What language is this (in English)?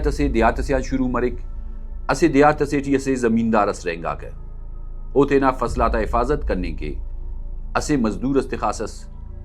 Brahui